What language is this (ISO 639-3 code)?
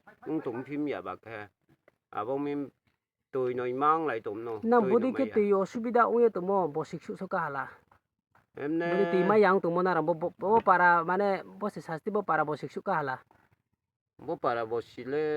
ria